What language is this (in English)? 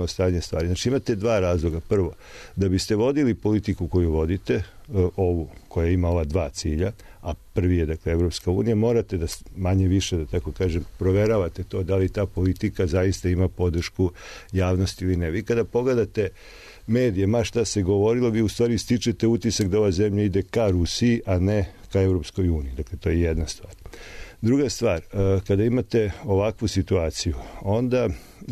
Serbian